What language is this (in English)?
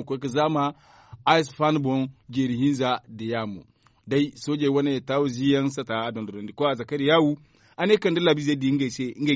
Zarma